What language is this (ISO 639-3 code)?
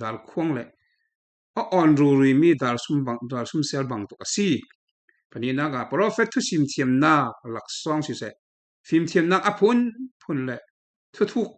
cfm